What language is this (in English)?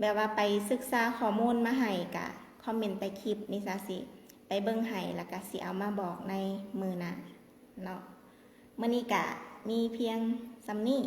Lao